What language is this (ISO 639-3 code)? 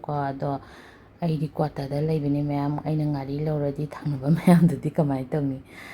mni